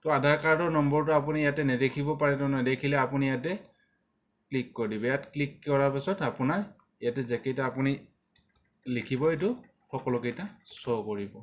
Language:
Assamese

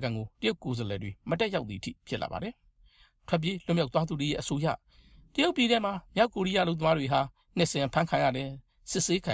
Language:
Burmese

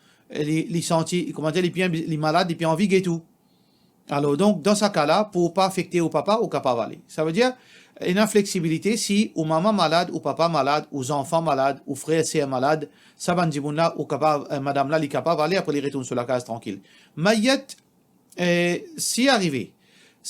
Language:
Morisyen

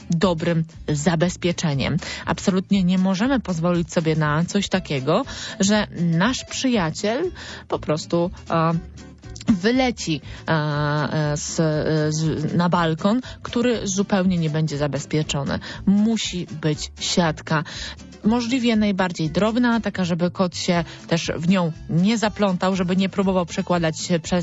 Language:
Polish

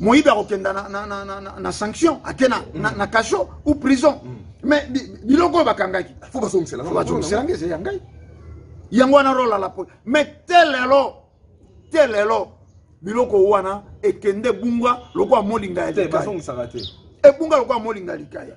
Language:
Lingala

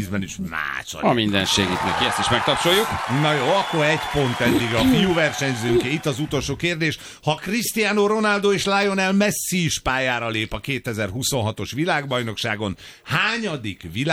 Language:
Hungarian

